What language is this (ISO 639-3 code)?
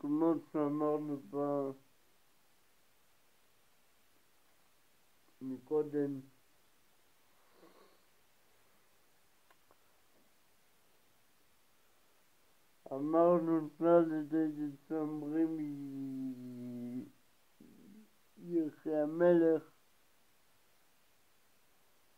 heb